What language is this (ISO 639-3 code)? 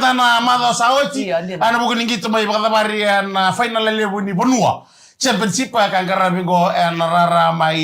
fij